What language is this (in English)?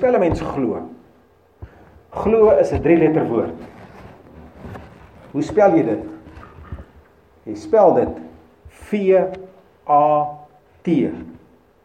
Afrikaans